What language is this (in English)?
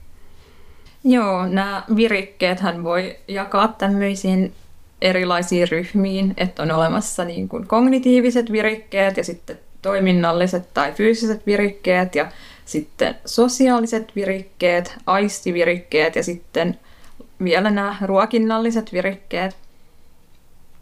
Finnish